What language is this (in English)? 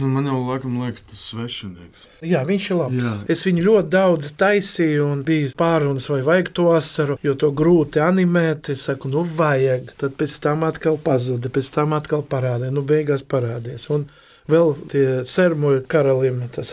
Latvian